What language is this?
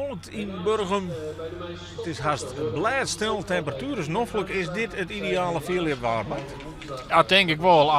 Western Frisian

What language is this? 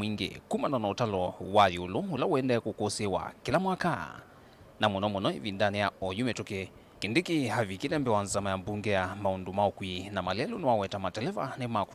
Kamba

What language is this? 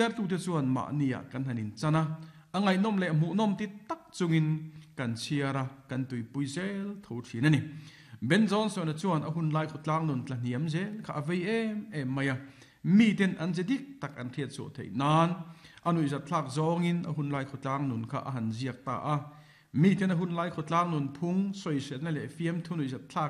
Mizo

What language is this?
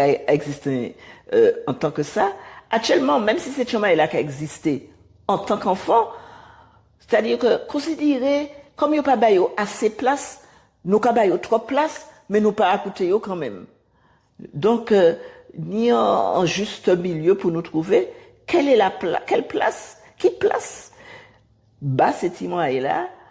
Guadeloupean Creole French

